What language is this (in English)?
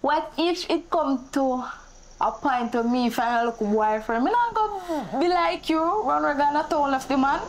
Jamaican Creole English